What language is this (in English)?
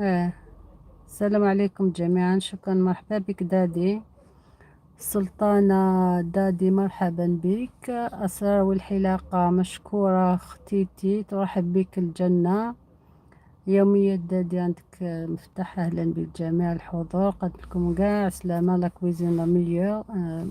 Algerian Arabic